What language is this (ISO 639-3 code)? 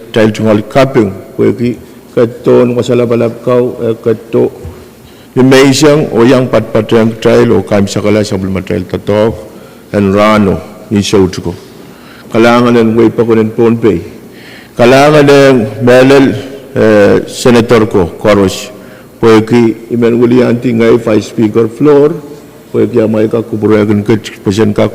pon